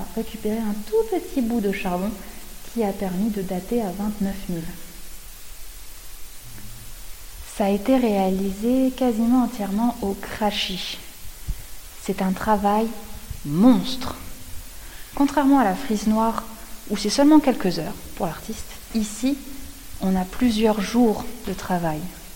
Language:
French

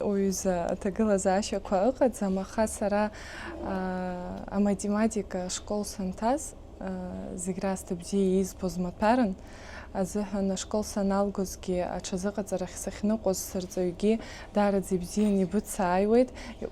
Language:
Abkhazian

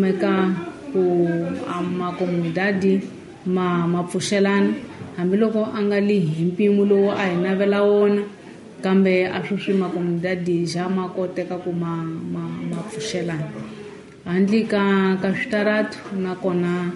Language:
Tsonga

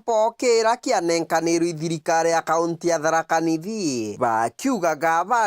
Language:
Meru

